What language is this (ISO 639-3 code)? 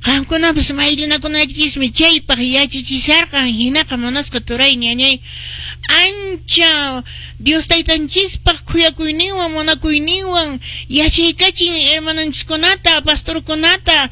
que